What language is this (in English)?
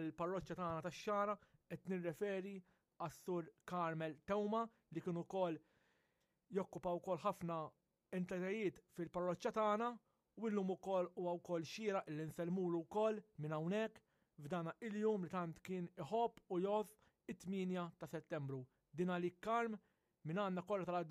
Maltese